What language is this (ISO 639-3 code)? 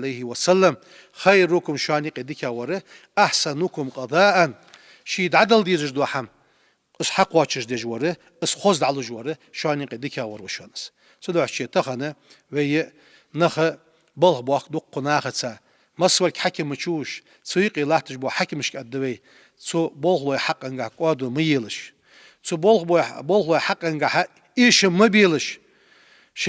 inh